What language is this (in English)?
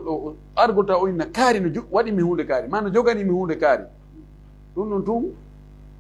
Fula